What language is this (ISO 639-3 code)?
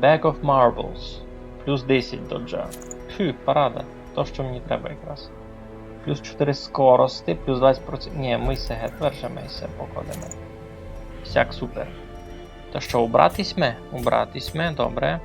rue